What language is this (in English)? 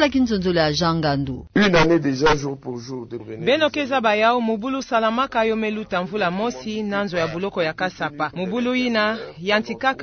Kituba (Democratic Republic of Congo)